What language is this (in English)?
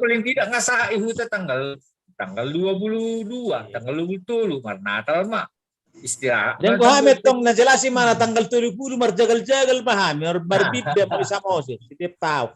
Batak Toba